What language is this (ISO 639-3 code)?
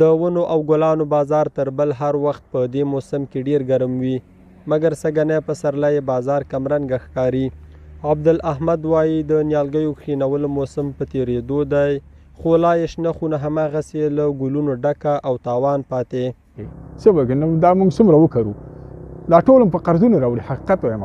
pus